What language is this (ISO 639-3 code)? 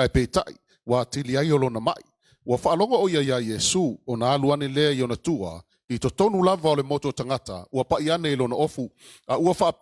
smo